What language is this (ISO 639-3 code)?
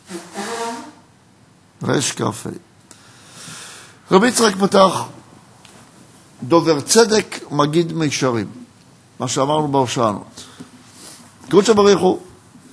heb